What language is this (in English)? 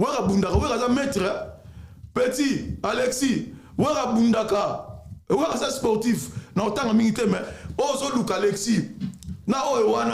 Lingala